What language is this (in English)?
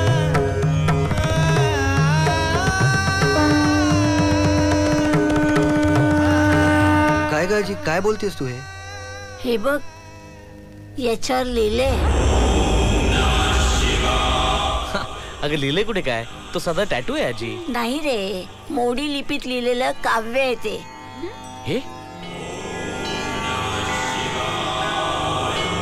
Marathi